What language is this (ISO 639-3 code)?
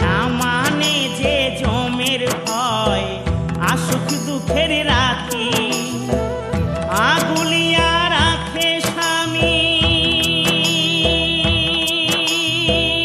ben